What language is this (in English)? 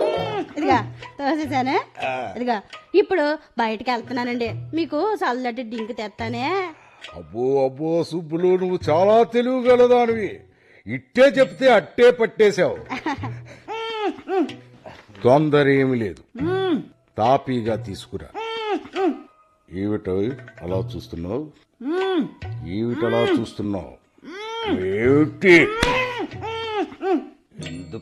Telugu